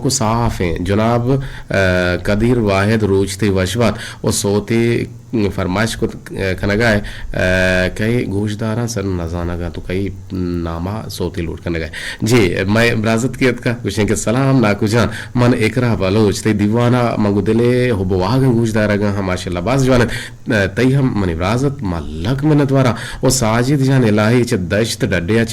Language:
Eastern Balochi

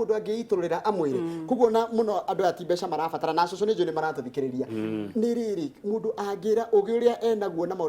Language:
Kikuyu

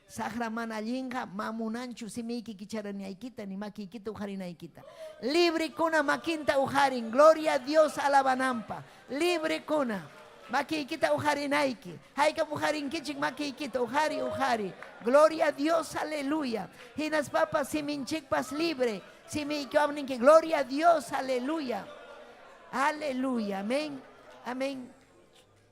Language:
Ayacucho Quechua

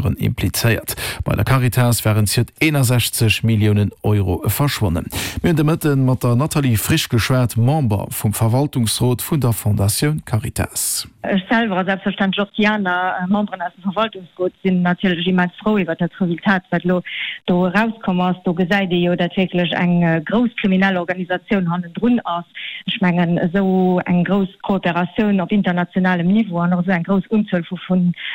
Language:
Luxembourgish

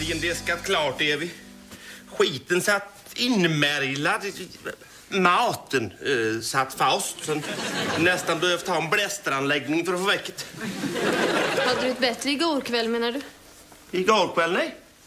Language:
Swedish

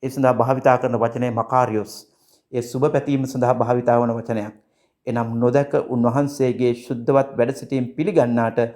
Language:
Sinhala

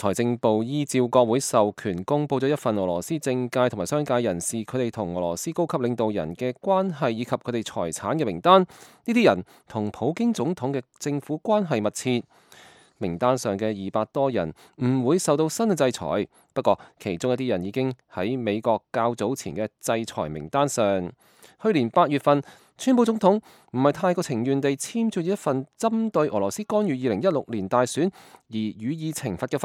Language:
Cantonese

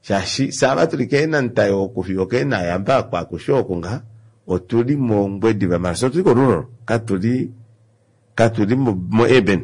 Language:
Kuanyama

